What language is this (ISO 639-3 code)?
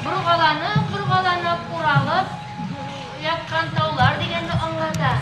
bak